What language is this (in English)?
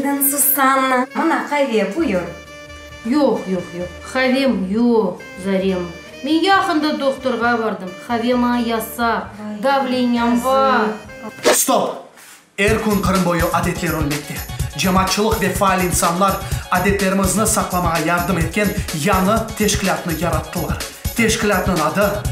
Crimean Tatar